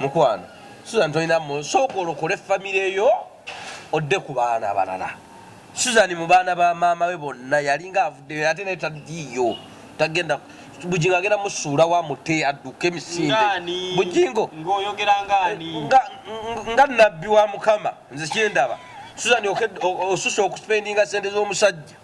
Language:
Ganda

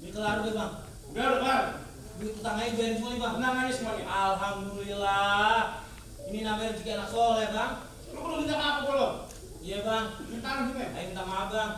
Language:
Betawi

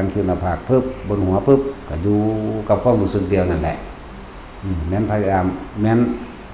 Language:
Lao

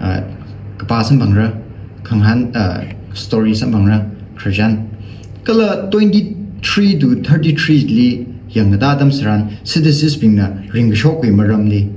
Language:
Tangkhul Naga (India)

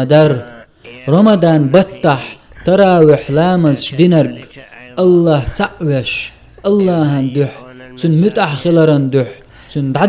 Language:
Chechen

